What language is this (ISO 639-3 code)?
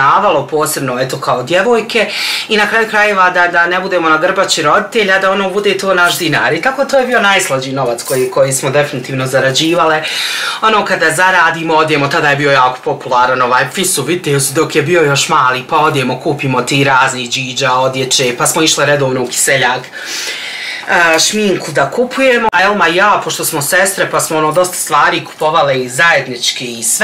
bos